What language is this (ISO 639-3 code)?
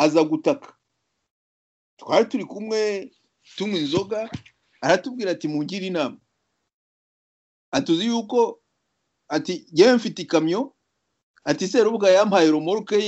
kin